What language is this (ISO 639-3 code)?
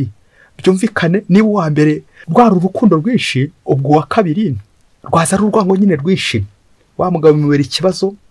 kin